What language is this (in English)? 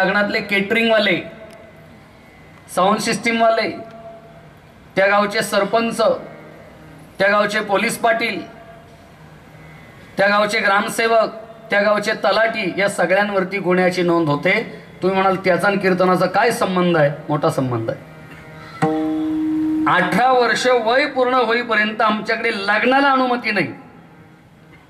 Marathi